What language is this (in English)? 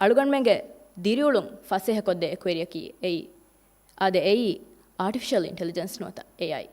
Divehi